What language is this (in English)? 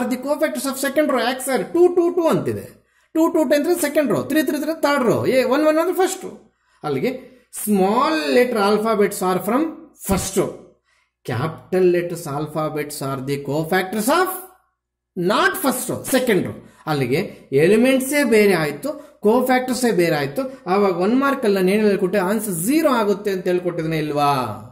Kannada